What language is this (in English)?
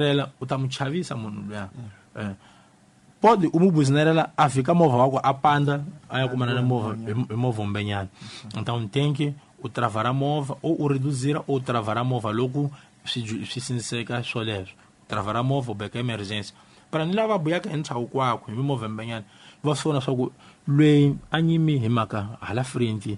Tsonga